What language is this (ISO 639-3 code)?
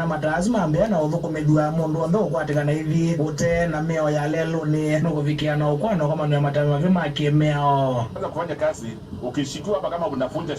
kam